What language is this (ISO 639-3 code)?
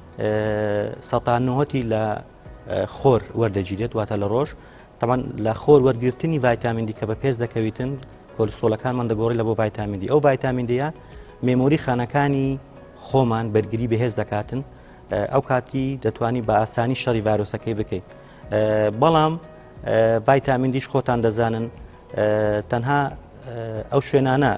ckb